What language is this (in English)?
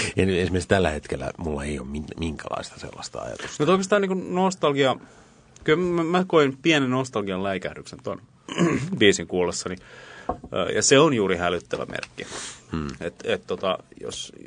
Finnish